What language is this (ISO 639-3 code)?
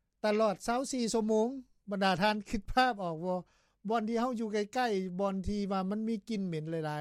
lao